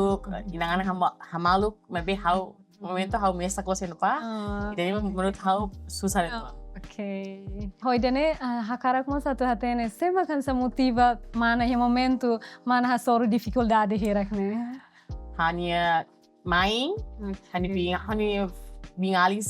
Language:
Tetum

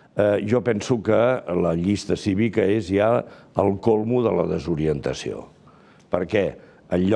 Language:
Catalan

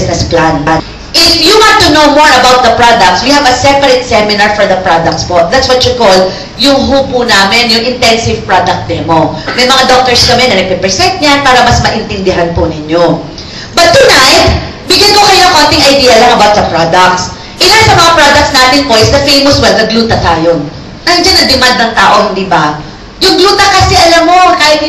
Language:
Filipino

